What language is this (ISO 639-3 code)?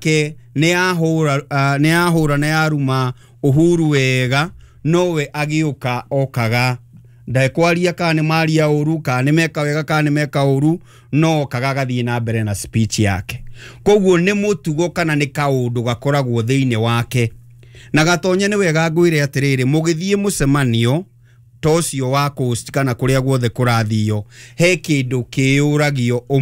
kik